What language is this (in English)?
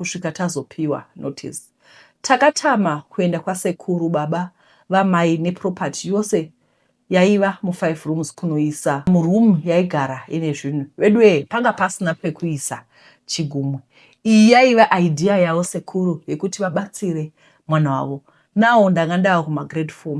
Shona